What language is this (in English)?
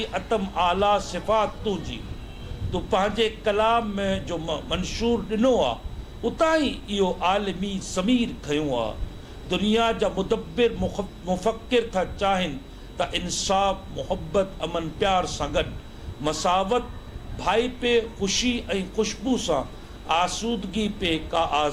Sindhi